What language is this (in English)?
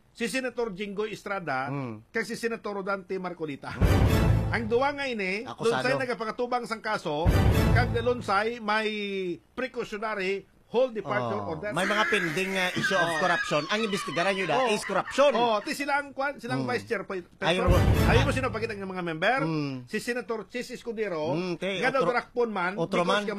Hiligaynon